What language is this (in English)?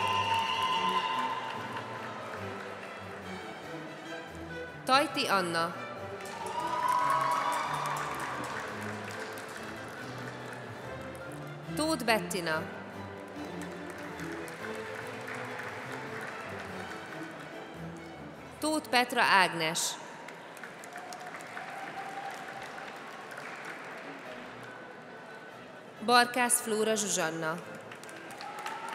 Hungarian